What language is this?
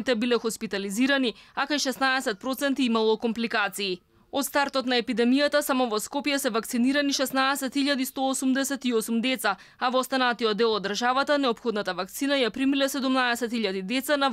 Macedonian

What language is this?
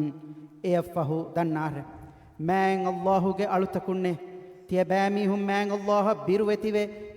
Divehi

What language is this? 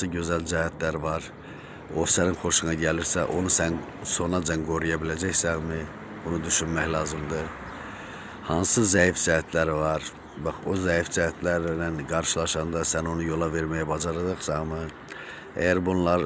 Azerbaijani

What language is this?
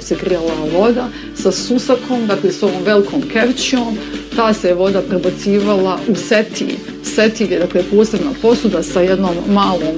Bosnian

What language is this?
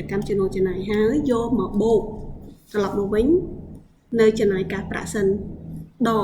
Khmer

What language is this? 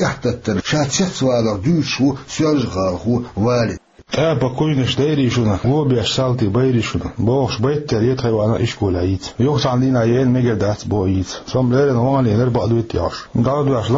Chechen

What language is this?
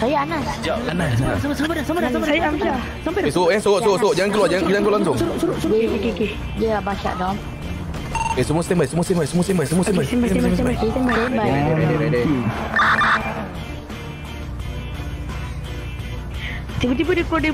Malay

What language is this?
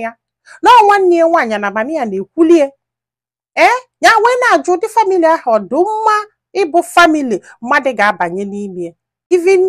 Igbo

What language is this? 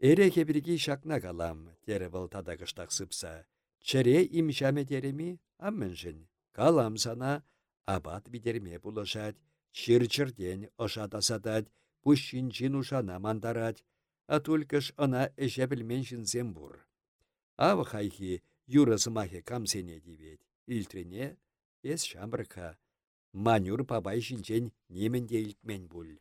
Chuvash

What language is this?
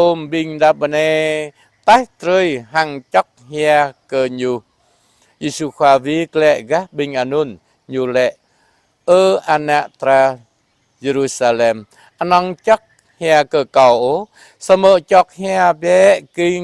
Jarai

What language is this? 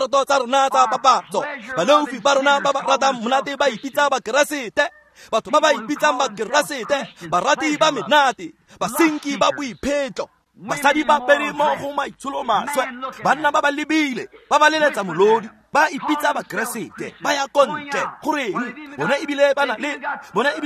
Tswana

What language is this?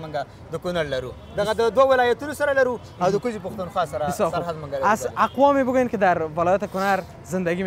Persian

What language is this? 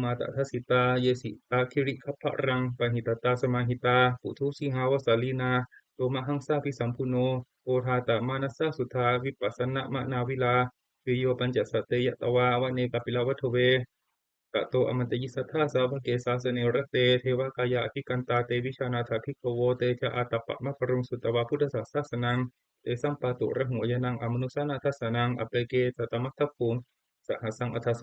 Pali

